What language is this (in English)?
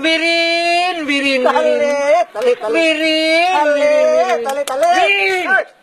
Achinese